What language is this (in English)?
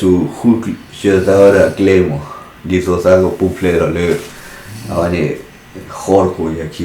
S'gaw Karen